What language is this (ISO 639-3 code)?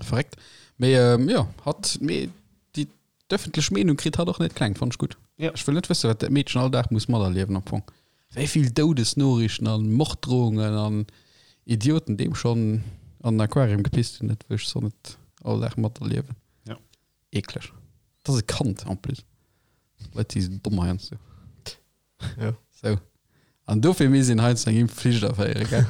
ltz